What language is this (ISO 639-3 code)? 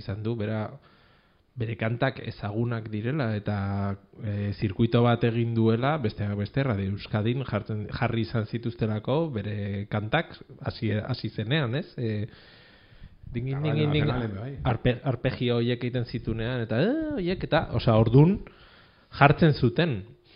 eus